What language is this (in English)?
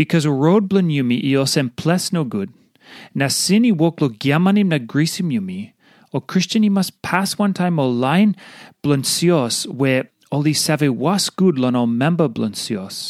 Tok Pisin